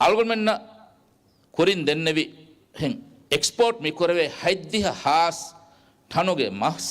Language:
Divehi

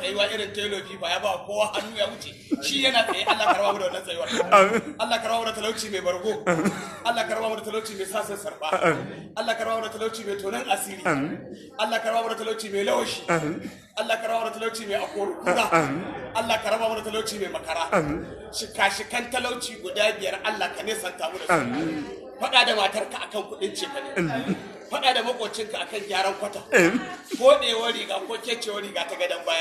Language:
Hausa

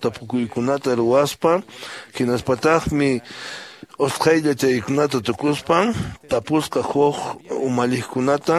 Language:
Quechua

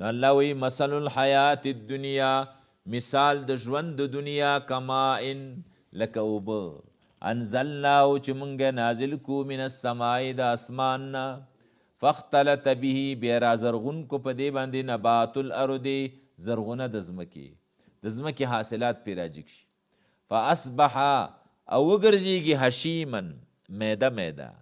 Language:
Pashto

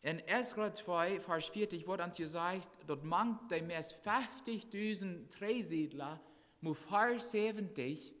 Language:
Plautdietsch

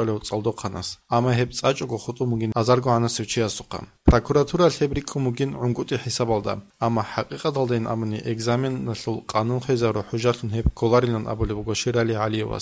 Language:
Avaric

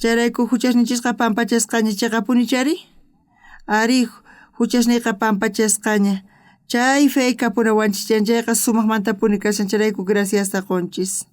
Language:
South Bolivian Quechua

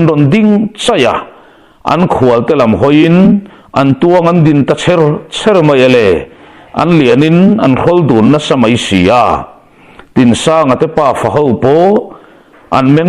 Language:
Mizo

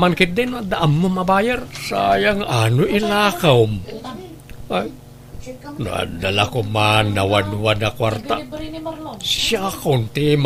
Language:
Iloko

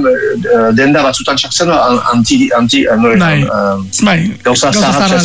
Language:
Basque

